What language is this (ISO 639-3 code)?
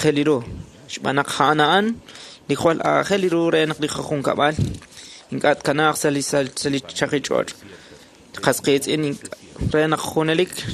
kek